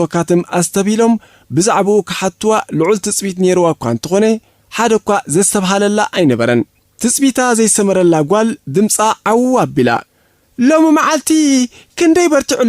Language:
Tigrinya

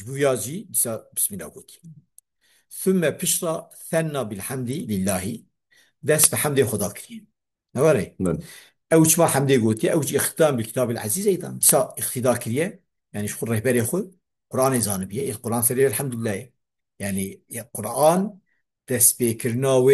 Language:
Kurdish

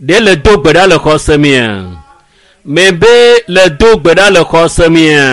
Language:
Ewe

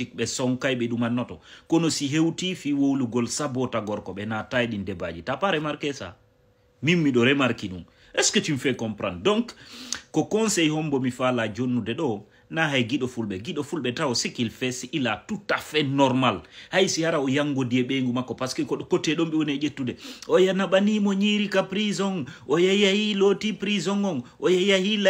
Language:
Fula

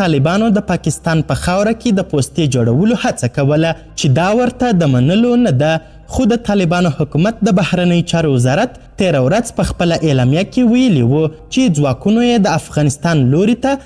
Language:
Pashto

